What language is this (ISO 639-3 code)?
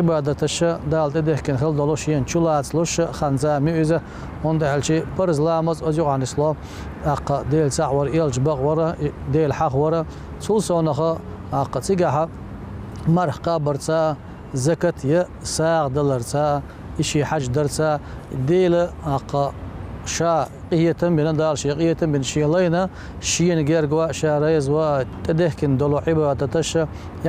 che